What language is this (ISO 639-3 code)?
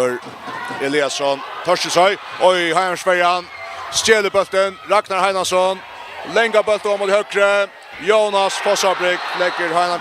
fao